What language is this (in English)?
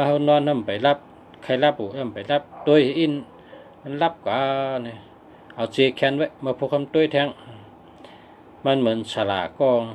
Shan